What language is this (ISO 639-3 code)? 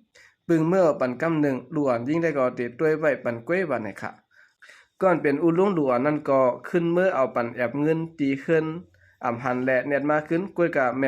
shn